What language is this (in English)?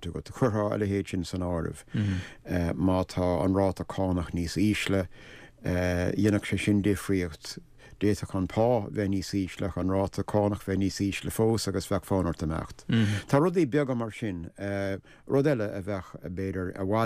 Irish